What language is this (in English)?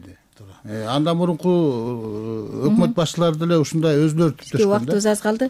Kyrgyz